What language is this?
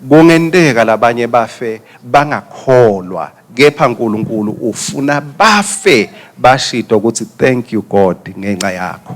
Swati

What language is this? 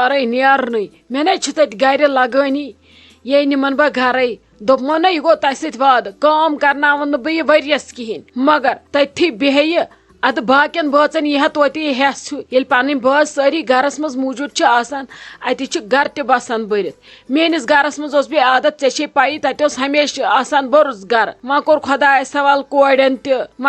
Kashmiri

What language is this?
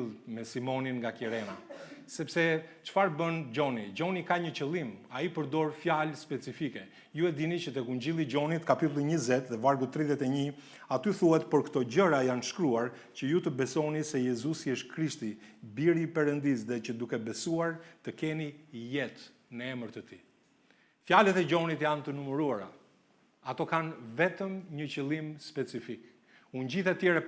Albanian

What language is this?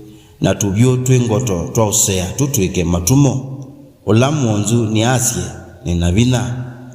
Kamba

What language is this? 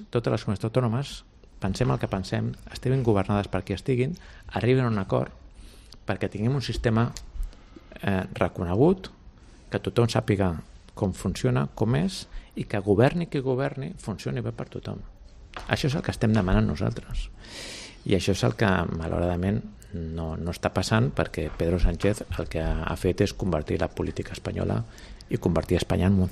Catalan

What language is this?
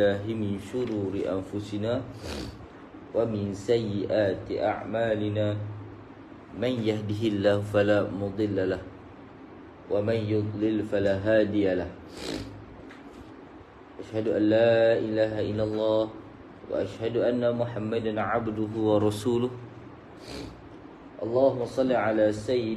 Malay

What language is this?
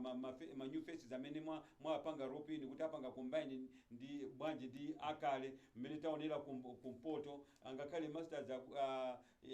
Nyanja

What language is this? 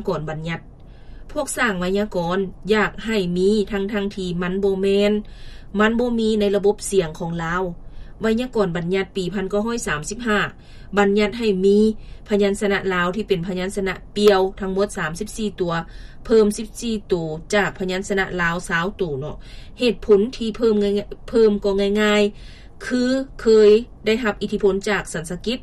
Lao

